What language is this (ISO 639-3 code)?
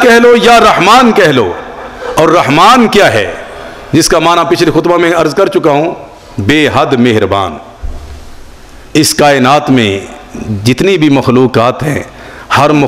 urd